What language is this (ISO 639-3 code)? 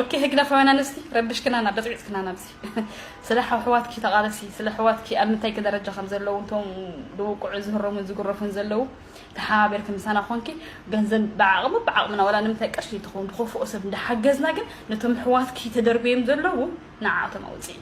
tir